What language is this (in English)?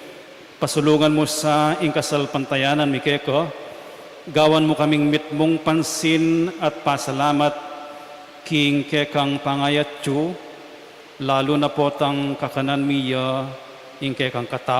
Pampanga